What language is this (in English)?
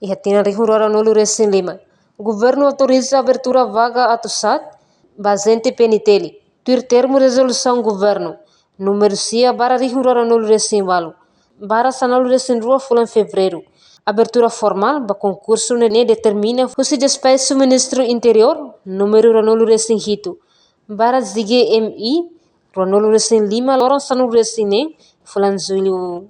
Tetum